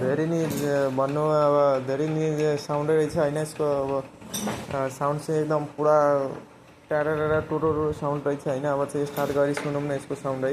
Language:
Nepali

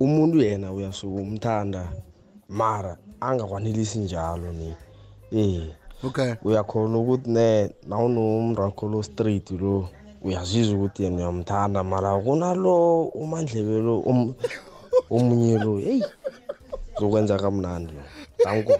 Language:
South Ndebele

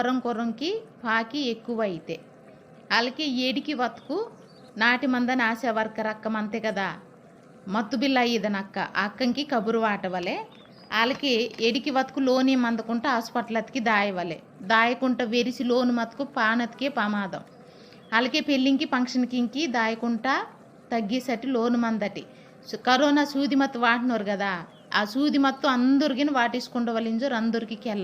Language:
Koya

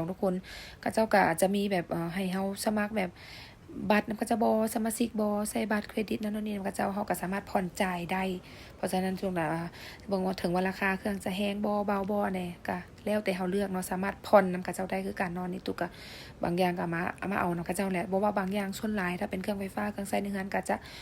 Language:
Lao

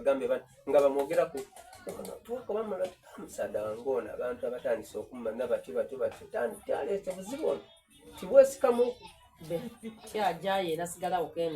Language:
Soga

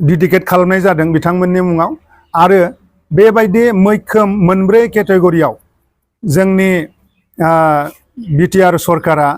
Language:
Bodo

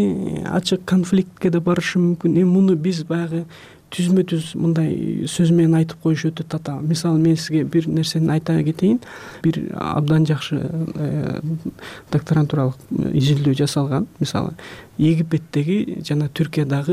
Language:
Kyrgyz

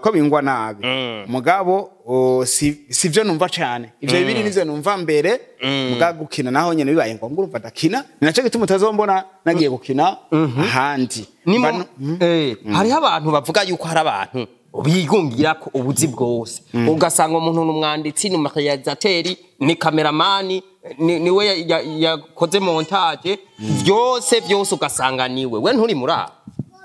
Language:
Rundi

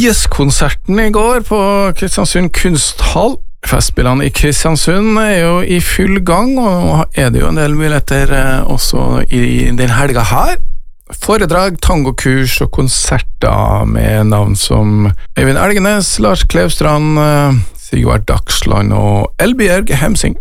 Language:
Norwegian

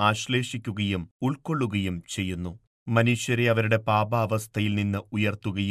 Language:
Malayalam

